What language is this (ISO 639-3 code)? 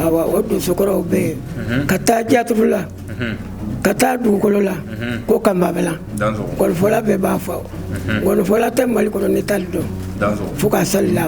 bam